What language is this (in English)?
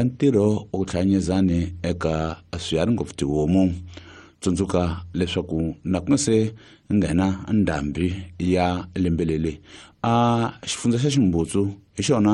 Tsonga